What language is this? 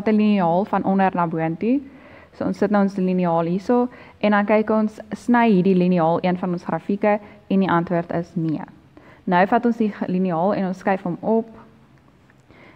Afrikaans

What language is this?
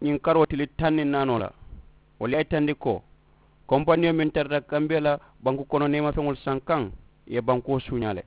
Mandingo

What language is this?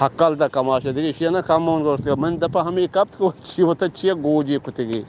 Eastern Balochi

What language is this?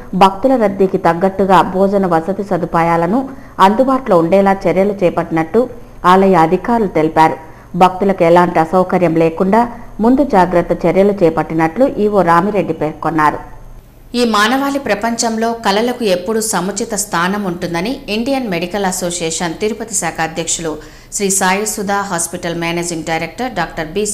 Telugu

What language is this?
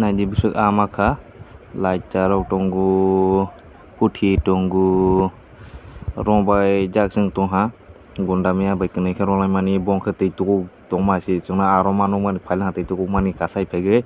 Kok Borok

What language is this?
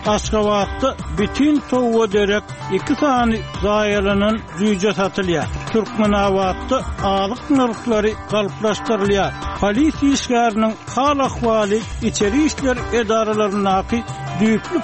Turkmen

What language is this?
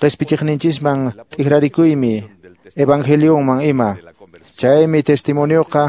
Quechua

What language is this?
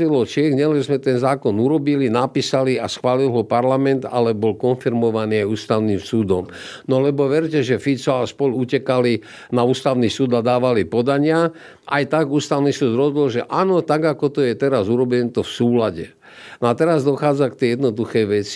Slovak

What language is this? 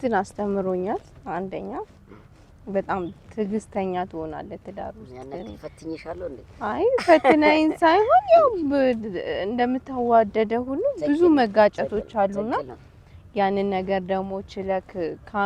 Amharic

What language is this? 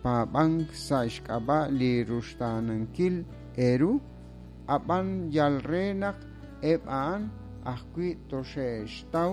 Kekchí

